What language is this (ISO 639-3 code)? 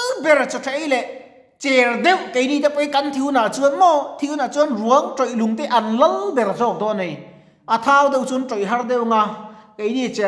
lus